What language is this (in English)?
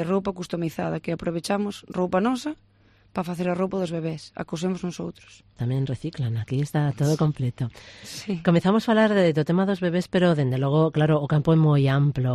Galician